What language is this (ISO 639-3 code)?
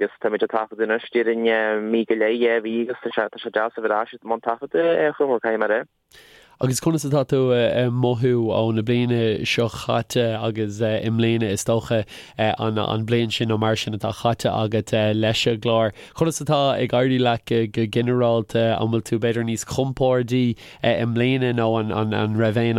gle